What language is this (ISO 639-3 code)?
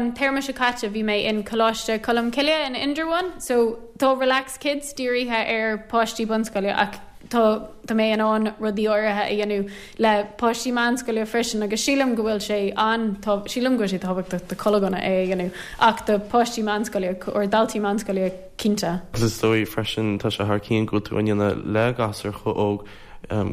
gle